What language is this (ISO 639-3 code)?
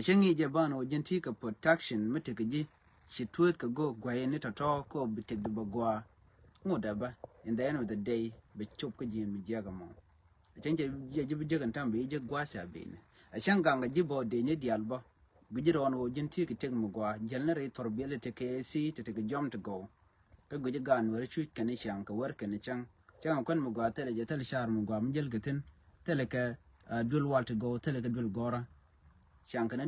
nus